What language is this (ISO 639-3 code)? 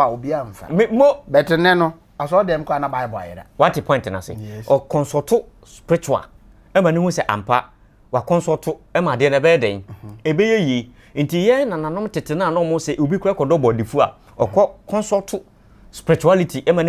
aka